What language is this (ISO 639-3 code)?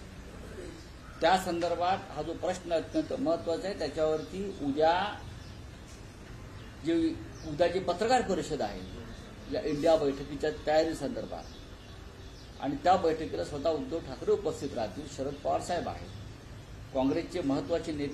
mar